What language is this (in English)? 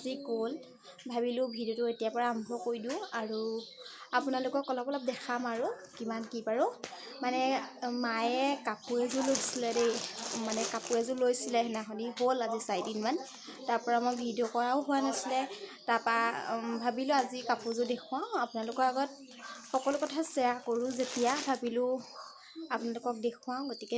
Assamese